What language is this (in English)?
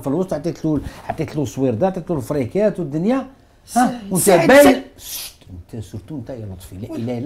Algerian Arabic